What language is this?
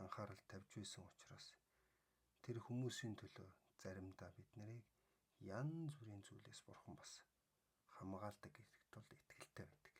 Mongolian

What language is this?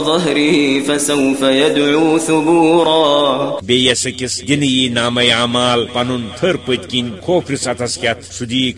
Kashmiri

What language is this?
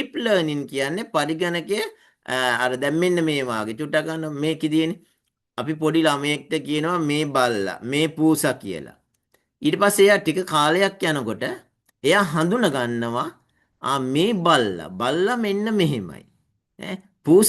Sinhala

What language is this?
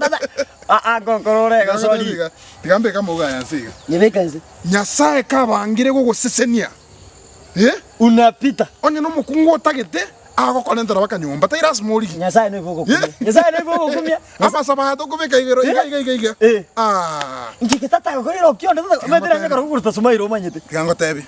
Gusii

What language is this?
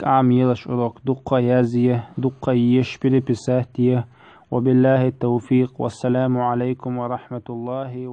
Chechen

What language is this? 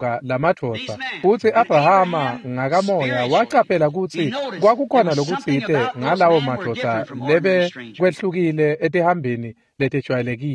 Swati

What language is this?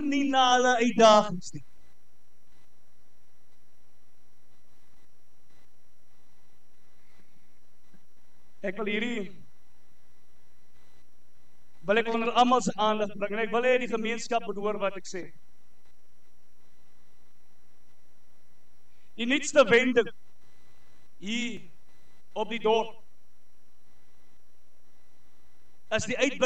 Afrikaans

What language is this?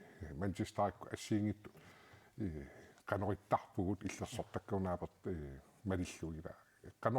Kalaallisut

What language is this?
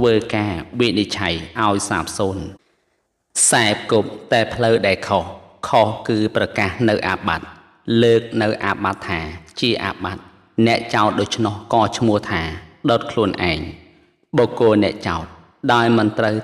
Khmer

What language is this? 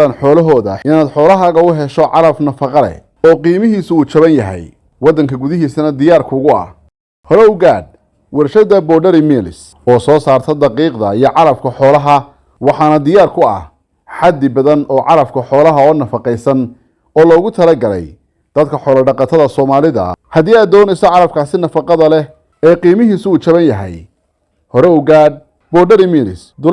Somali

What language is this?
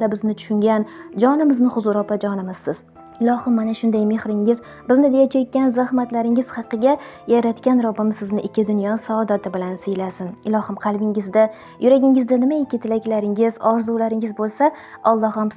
Uzbek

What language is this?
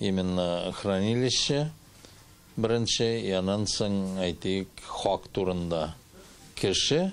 Tatar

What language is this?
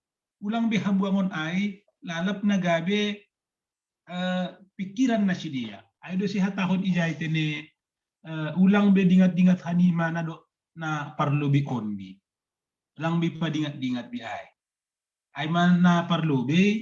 Batak Simalungun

